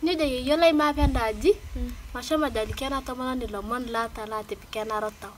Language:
Masai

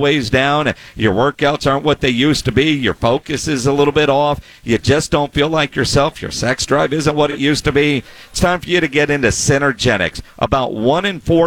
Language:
English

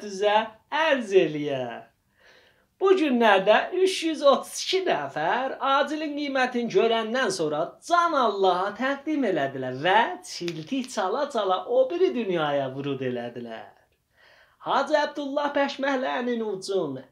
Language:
South Azerbaijani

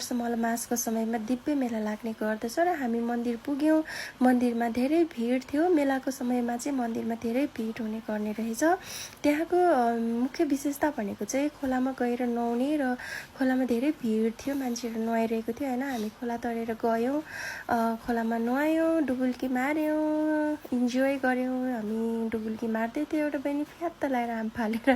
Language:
Nepali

